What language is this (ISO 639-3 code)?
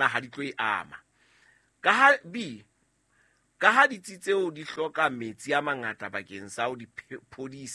sot